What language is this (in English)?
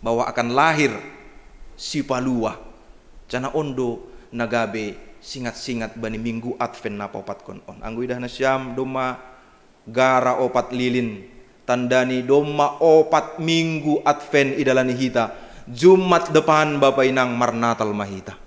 Batak Simalungun